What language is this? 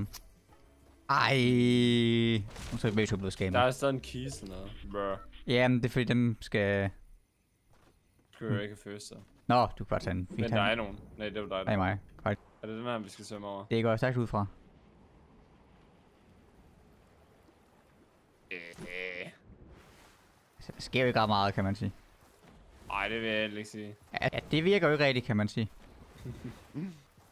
Danish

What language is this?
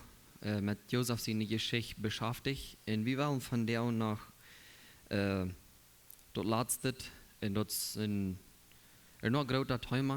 Plautdietsch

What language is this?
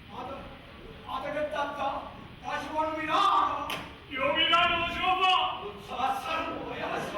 Neapolitan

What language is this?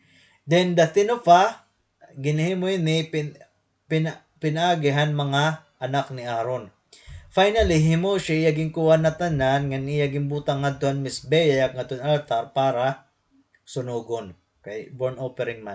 Waray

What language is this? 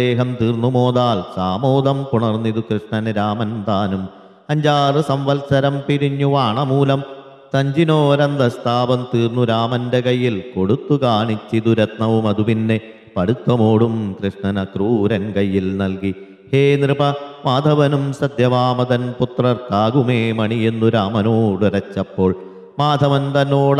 Malayalam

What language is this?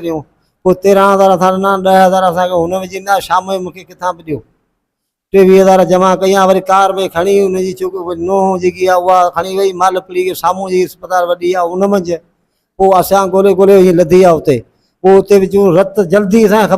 Sindhi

